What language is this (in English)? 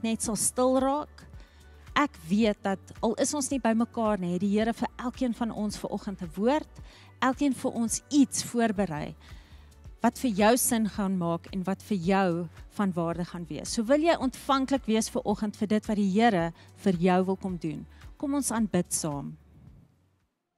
Afrikaans